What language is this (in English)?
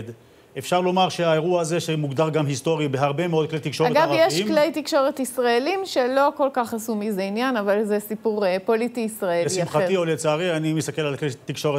Hebrew